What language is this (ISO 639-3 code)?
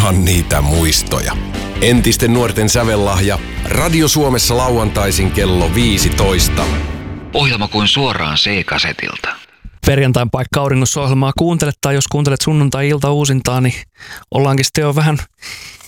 fin